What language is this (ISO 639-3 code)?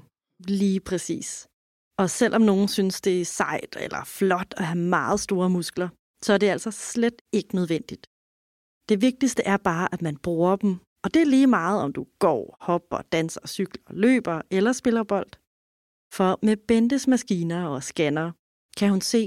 dan